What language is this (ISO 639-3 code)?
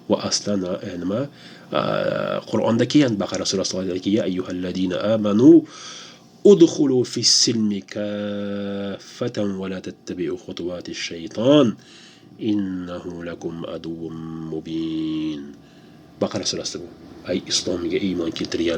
uzb